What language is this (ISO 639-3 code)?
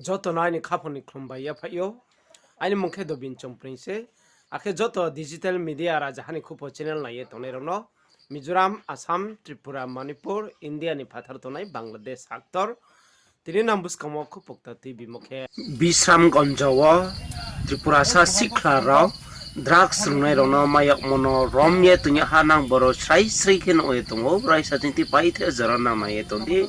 ria